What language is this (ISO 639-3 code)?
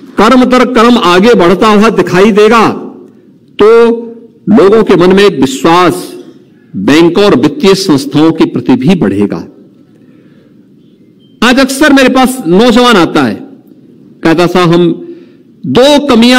hin